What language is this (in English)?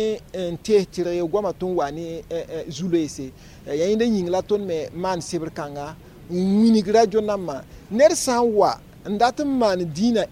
Mossi